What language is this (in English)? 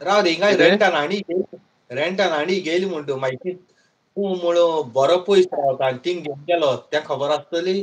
Konkani